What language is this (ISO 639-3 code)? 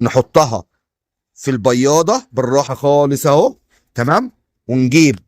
arz